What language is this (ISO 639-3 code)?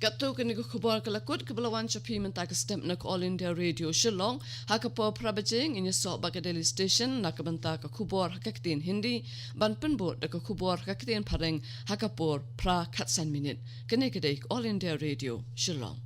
kha